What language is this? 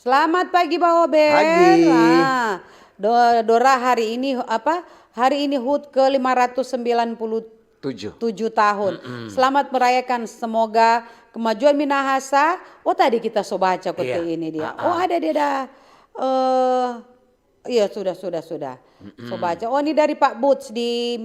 Manado Malay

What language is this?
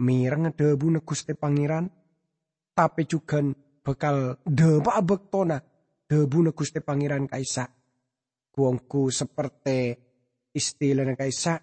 Madurese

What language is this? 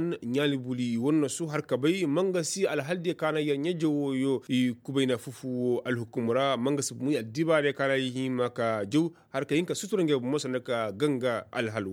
Koyraboro Senni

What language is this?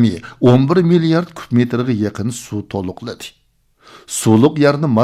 Uyghur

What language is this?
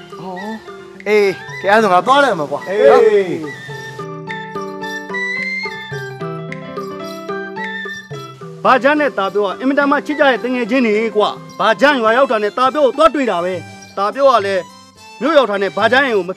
Burmese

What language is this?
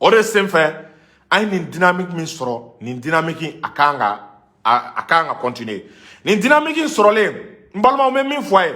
Bambara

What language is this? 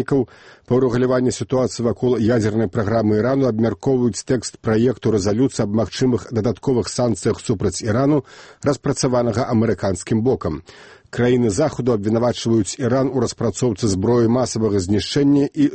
Belarusian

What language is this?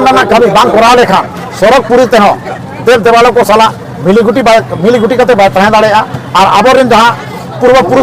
Santali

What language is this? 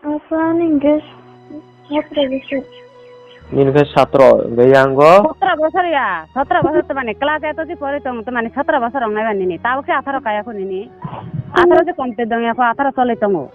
Kok Borok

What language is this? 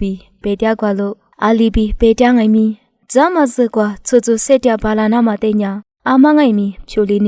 Lisu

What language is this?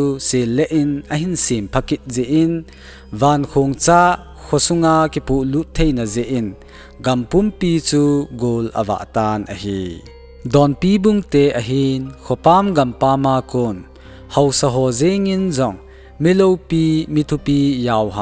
Thado Chin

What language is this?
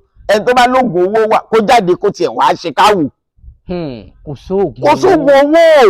Yoruba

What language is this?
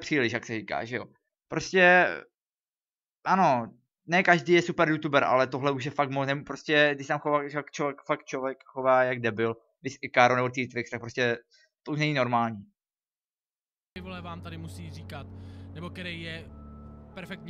Czech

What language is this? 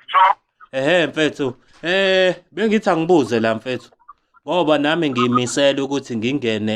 Zulu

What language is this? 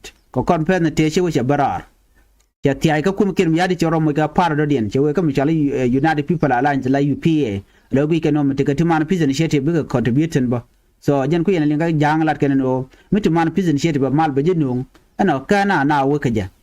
Nuer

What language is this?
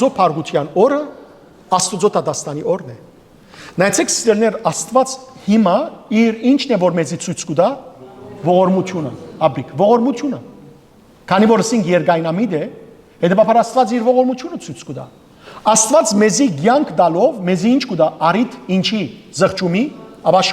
Western Armenian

